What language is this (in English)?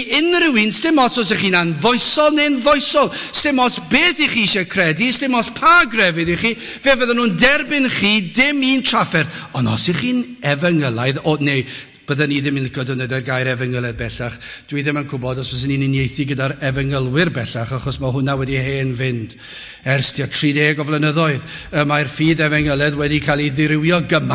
Welsh